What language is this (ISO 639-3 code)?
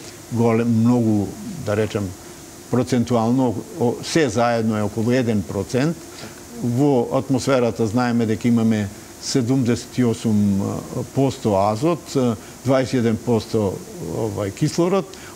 mkd